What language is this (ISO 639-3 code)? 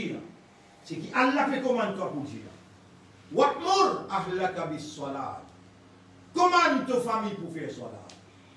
mfe